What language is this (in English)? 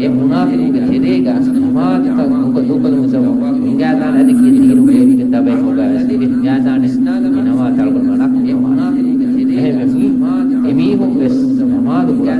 Divehi